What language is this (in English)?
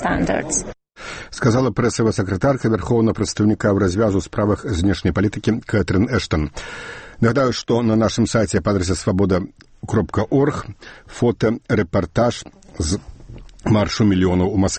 Belarusian